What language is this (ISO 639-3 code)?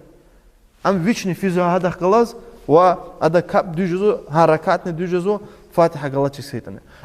lez